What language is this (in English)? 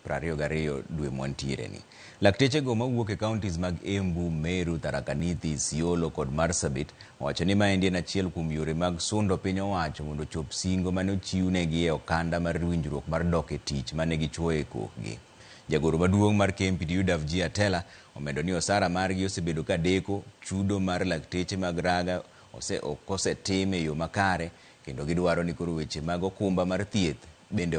Luo (Kenya and Tanzania)